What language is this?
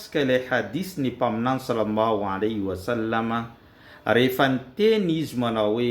Malagasy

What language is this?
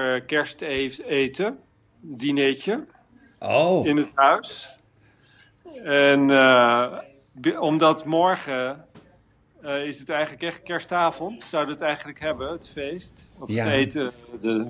Dutch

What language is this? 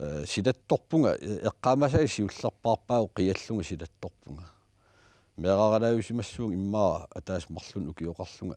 Kalaallisut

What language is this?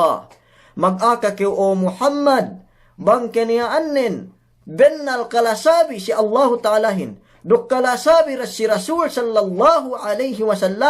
Yakan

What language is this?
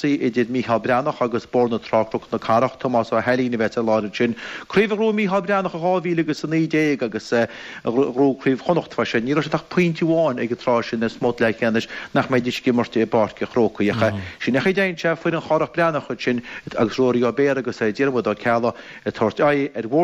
Irish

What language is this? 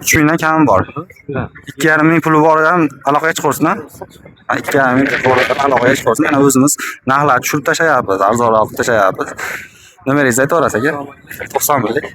Uzbek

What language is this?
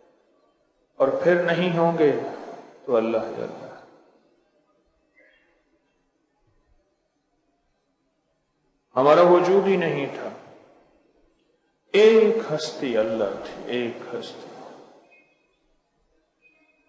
Urdu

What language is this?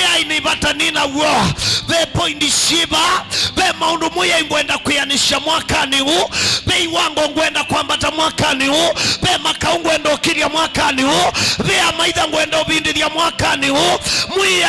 Kamba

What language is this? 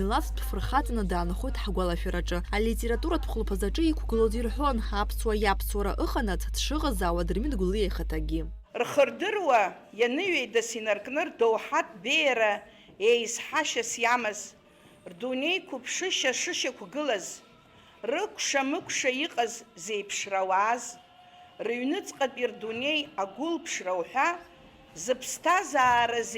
Abkhazian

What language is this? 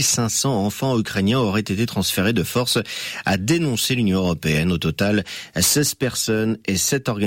French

